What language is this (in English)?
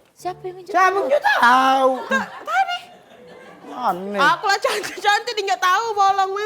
Musi